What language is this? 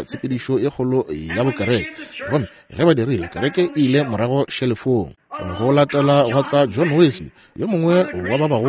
Northern Sotho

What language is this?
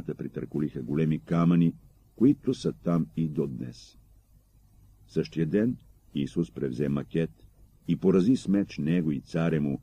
Bulgarian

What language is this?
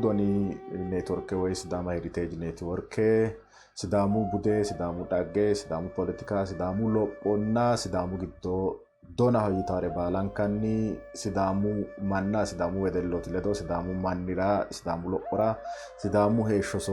Sidamo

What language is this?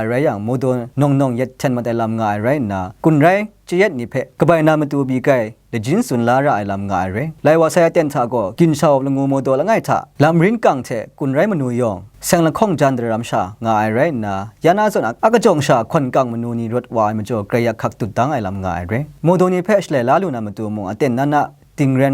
Kachin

